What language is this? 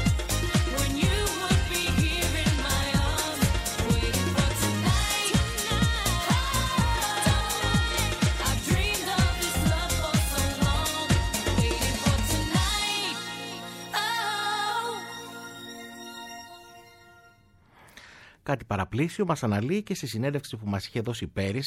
Greek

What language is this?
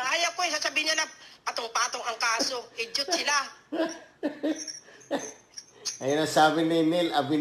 Filipino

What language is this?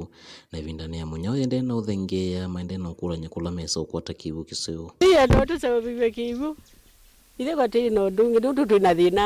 Kamba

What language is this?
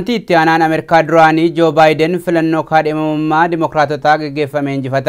Oromo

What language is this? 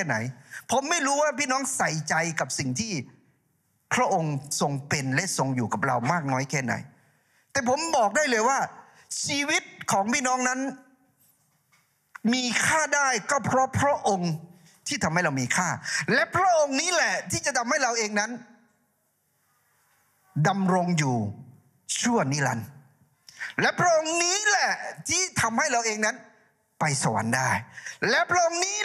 Thai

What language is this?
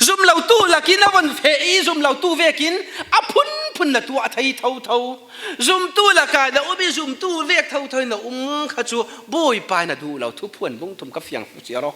Falam Chin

